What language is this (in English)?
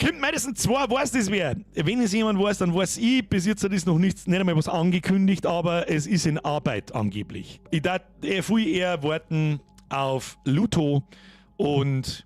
Bavarian